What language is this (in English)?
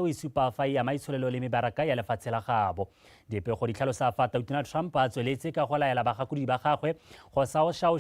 Tswana